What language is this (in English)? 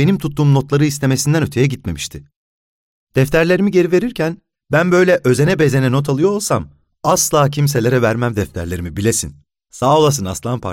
Turkish